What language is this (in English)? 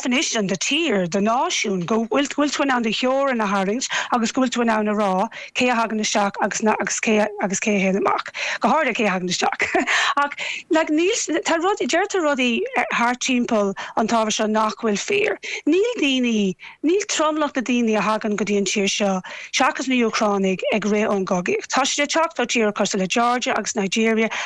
Irish